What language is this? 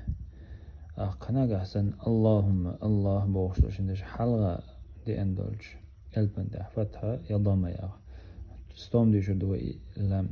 Chechen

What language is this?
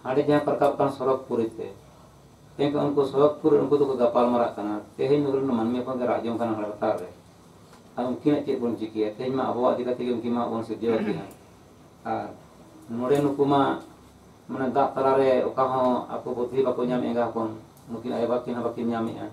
Santali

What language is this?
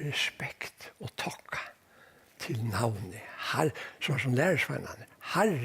Faroese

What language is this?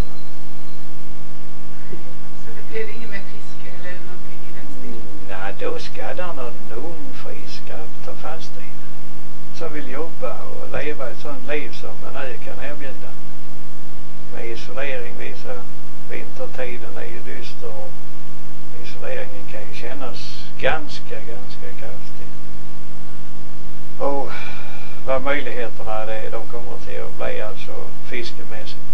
Swedish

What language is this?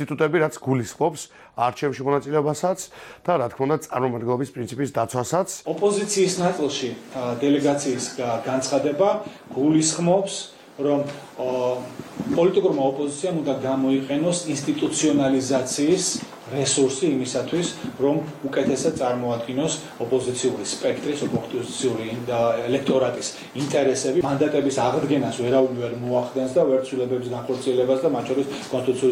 Georgian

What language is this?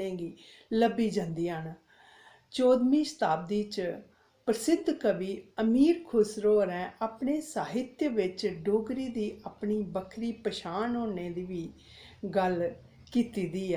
Dogri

